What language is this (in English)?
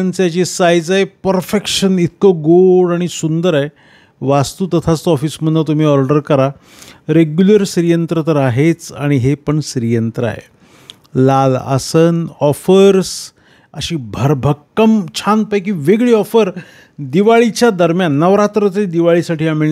Marathi